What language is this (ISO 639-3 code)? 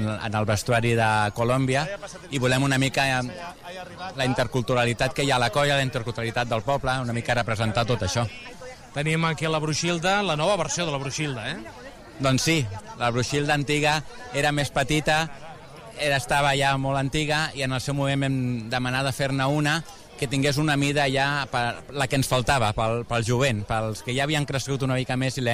cat